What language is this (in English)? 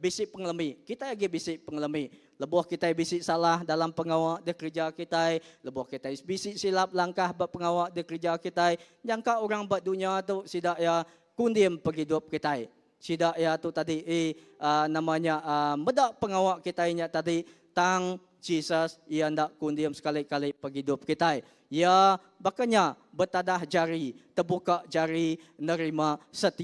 Iban